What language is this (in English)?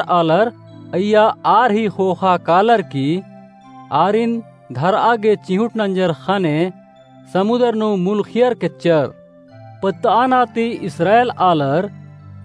Kurukh